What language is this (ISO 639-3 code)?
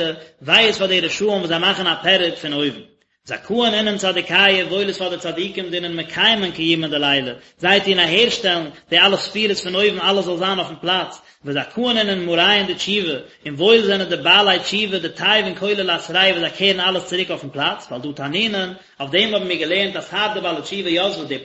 yid